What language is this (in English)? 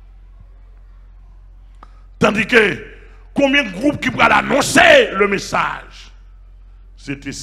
French